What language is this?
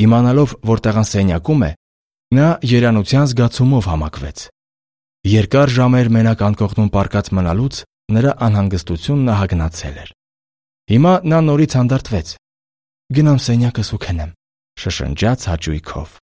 Armenian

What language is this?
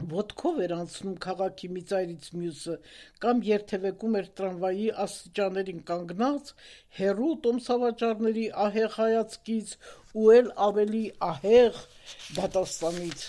Armenian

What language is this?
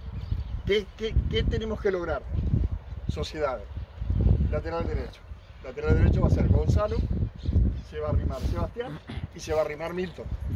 Spanish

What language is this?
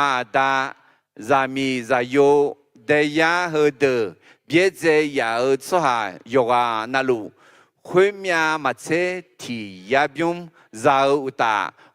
Akha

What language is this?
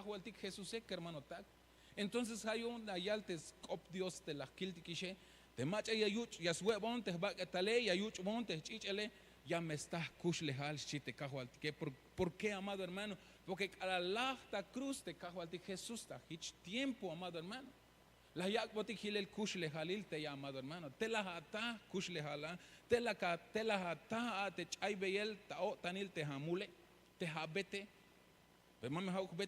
Tzeltal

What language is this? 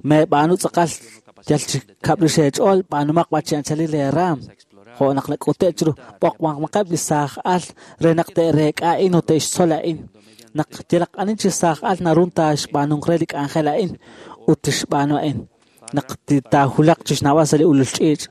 Kekchí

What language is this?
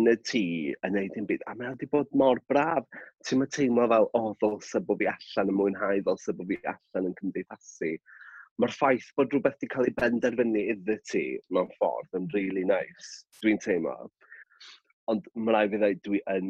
Welsh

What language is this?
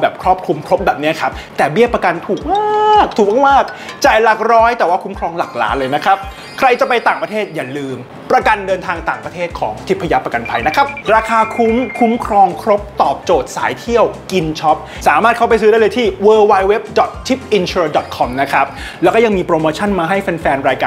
Thai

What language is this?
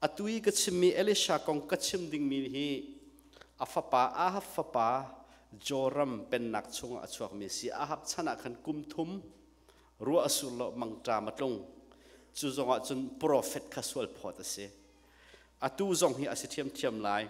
Hakha Chin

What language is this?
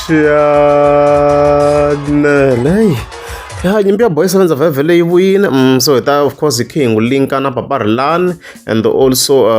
Tsonga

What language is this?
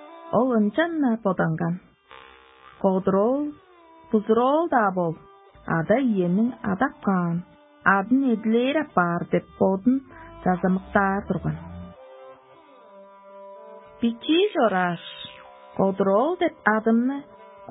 Tuvinian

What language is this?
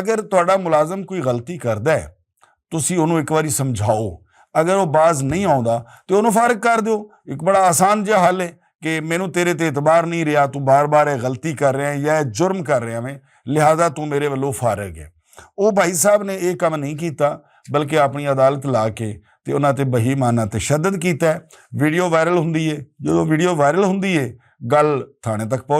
Western Panjabi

